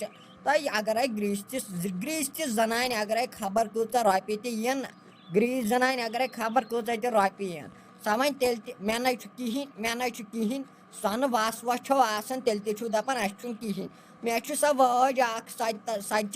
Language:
Kashmiri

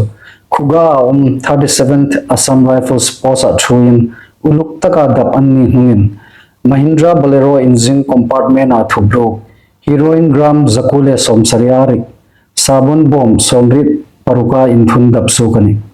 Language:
Hmar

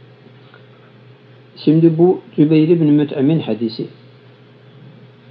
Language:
Turkish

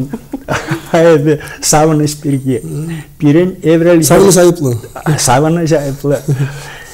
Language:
Chuvash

